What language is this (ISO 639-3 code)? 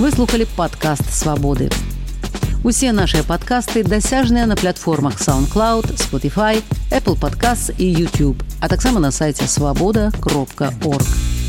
bel